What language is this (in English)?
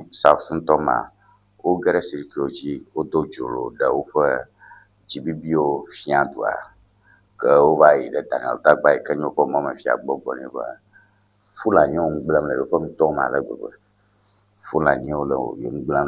Ewe